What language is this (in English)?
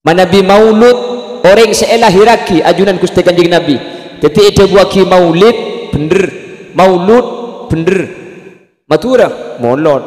Madurese